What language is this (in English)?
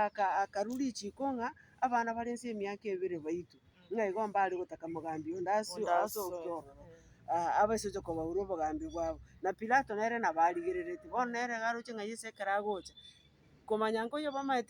Gusii